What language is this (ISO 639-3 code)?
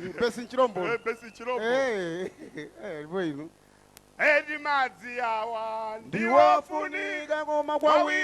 nya